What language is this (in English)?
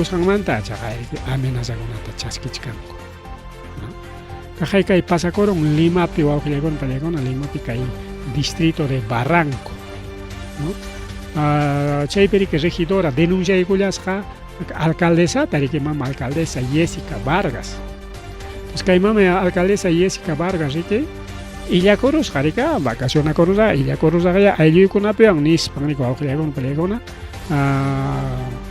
Ayacucho Quechua